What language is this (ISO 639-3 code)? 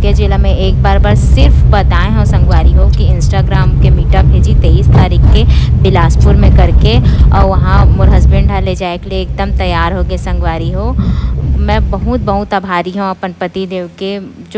hne